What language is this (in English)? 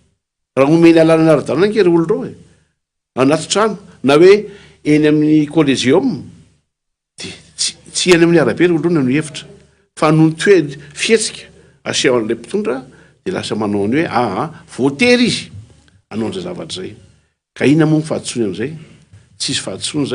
Malagasy